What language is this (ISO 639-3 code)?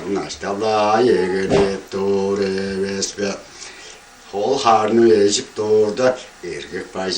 tyv